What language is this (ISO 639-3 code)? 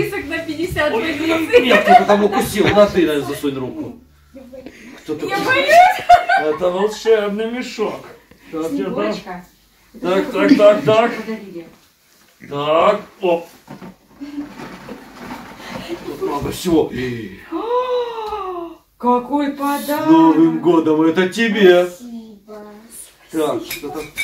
rus